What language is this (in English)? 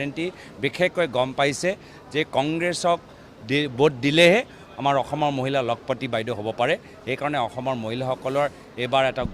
Assamese